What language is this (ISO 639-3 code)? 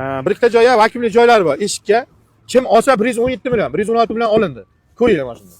uzb